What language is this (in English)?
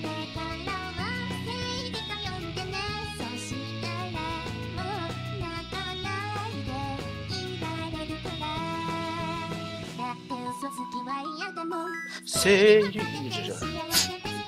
Japanese